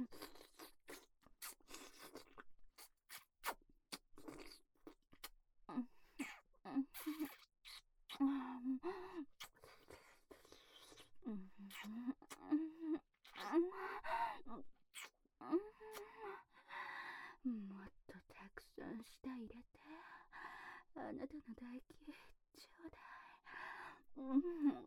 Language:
Japanese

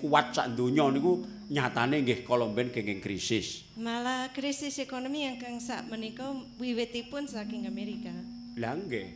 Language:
Javanese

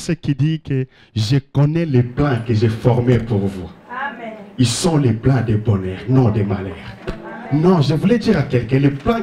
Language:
French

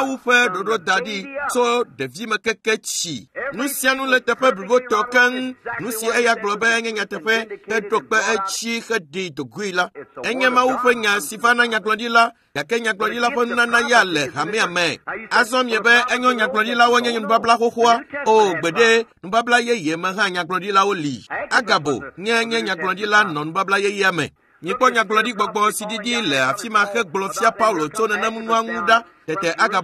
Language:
Ewe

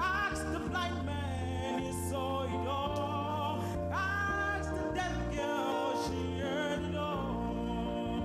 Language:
Ewe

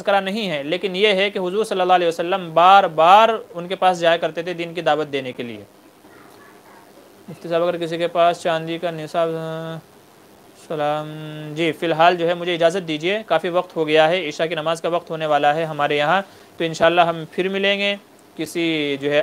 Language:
Urdu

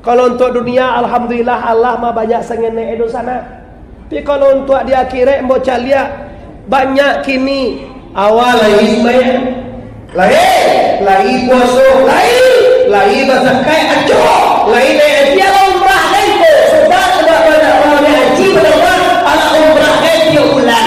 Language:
Minangkabau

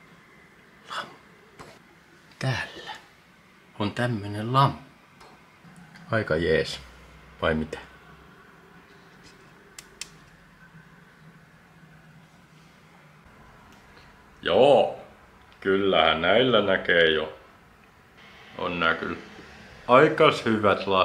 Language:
Finnish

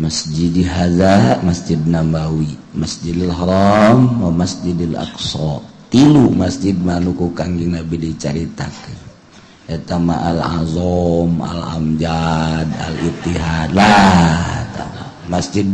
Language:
Sundanese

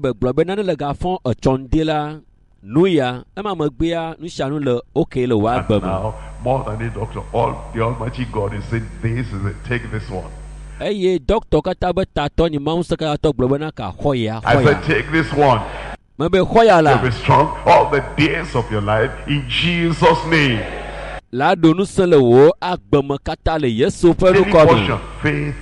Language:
Ewe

